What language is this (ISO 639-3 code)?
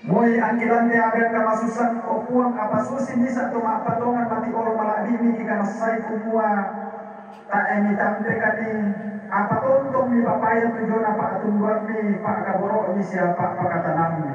sda